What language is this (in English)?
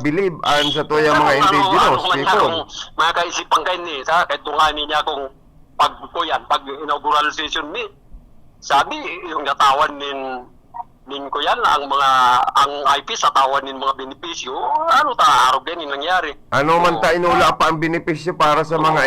Bikol